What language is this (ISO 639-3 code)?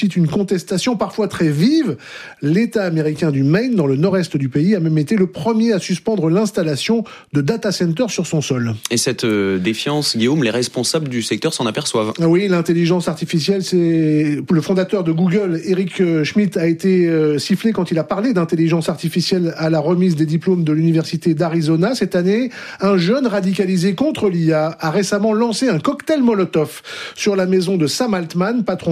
fra